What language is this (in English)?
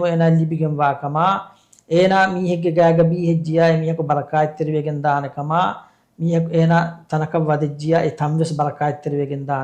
Divehi